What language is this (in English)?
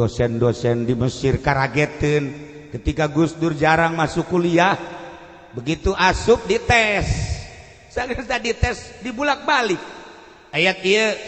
Sundanese